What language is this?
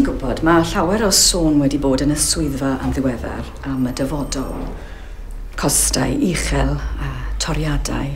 Welsh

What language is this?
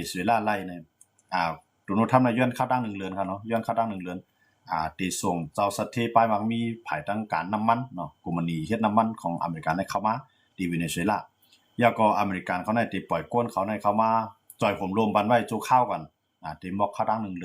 Shan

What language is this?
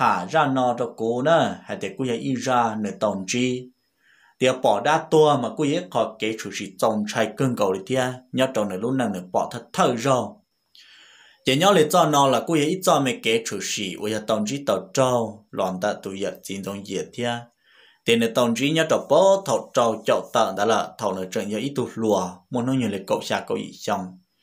Vietnamese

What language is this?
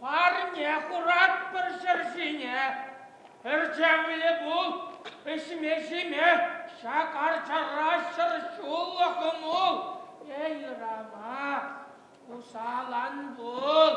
Chuvash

